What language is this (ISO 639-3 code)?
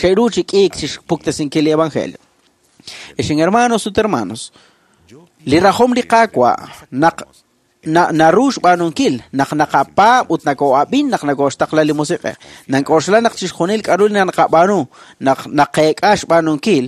kek